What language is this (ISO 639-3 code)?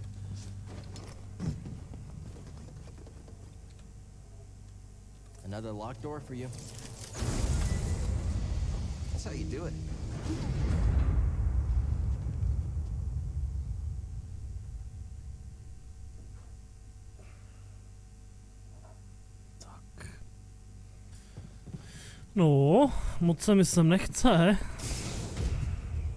ces